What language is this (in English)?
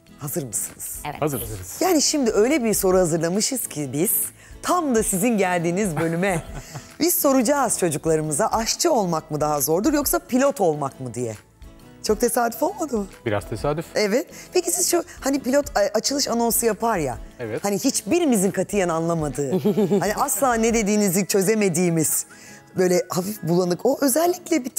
Turkish